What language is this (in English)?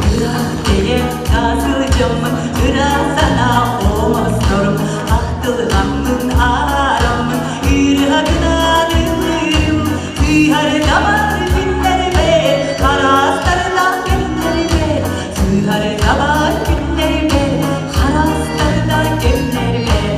Yakut